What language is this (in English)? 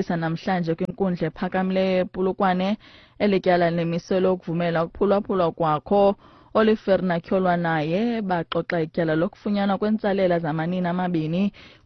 Xhosa